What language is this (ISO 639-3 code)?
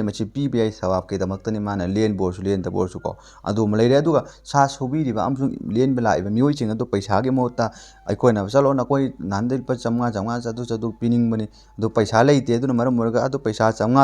mni